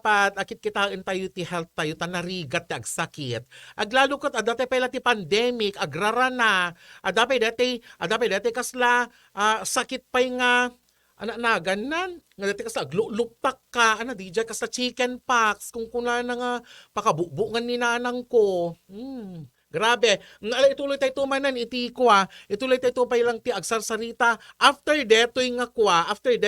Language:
Iloko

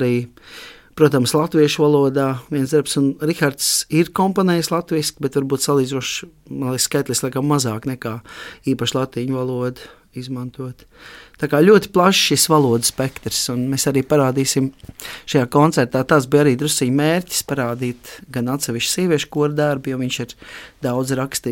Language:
Latvian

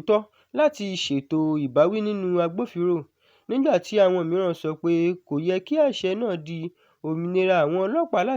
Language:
Yoruba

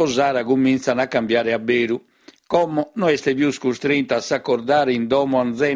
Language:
Sardinian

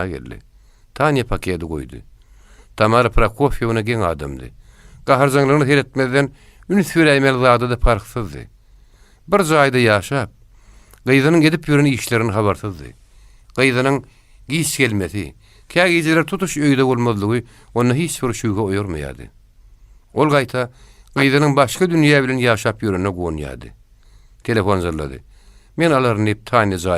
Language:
Turkmen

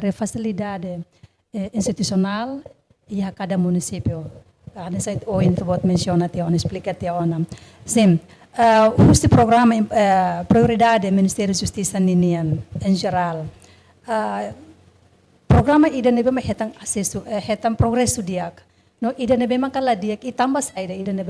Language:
Tetum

